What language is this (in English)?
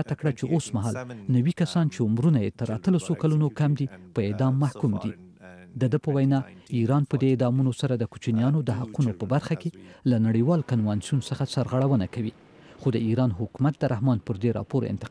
Pashto